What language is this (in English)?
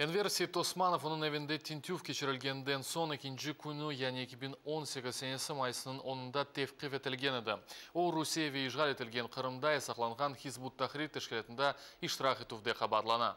Crimean Tatar